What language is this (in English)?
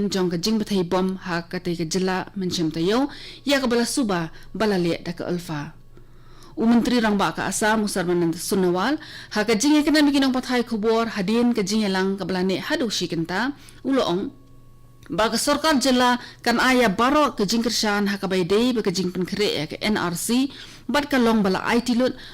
Khasi